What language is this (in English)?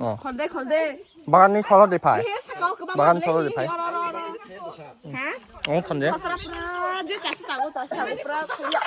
Kok Borok